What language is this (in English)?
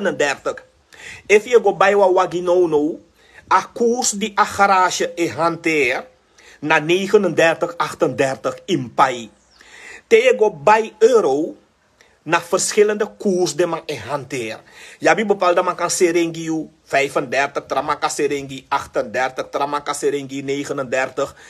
Sranan Tongo